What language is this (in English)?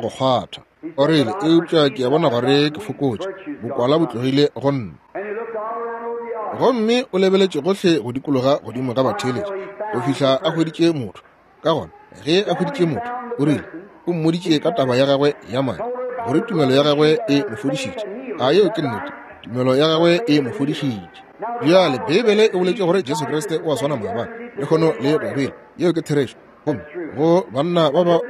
Northern Sotho